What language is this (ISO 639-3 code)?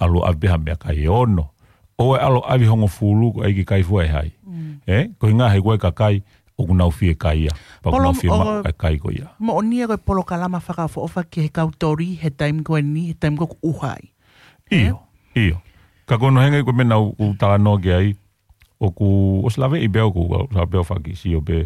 ton